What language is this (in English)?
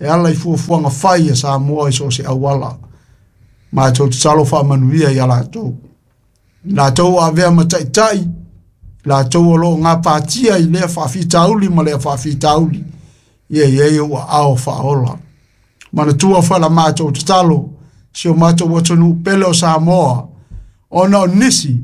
Samoan